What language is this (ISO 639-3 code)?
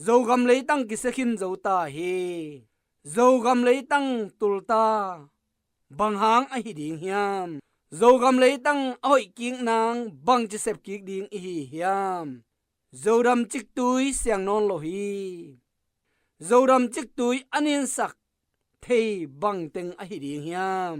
ctd